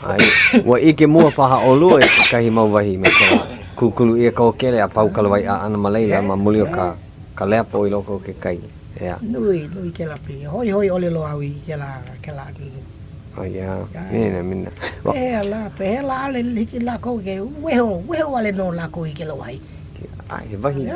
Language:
Hawaiian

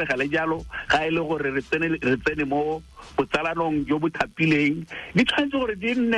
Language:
Tswana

